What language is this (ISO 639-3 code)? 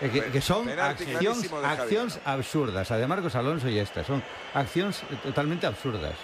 glg